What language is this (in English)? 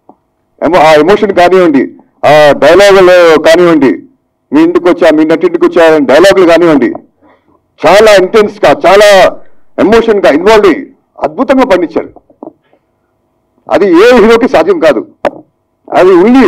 Telugu